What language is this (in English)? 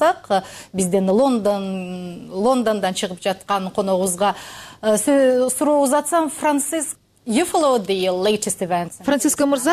Kyrgyz